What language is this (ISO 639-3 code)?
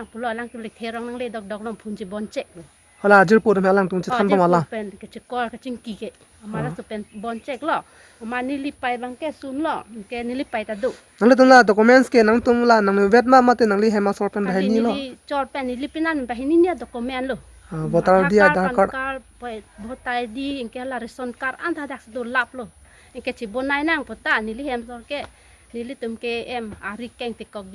mjw